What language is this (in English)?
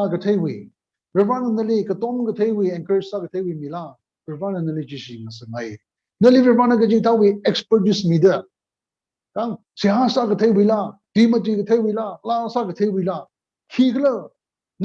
Tangkhul Naga (India)